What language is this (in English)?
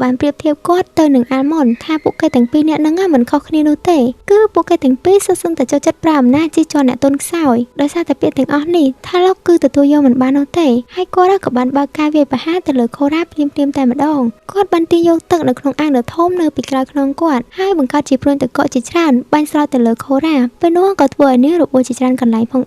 Khmer